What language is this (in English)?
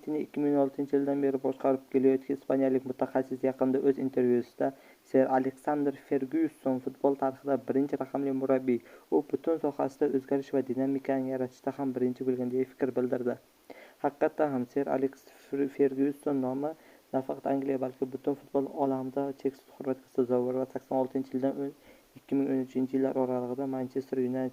Uzbek